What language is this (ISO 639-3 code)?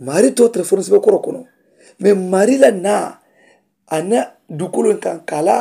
man